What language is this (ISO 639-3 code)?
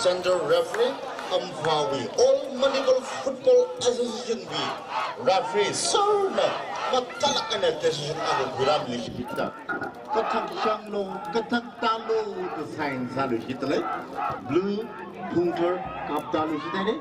nmf